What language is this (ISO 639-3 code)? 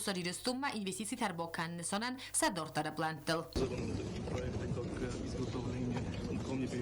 oss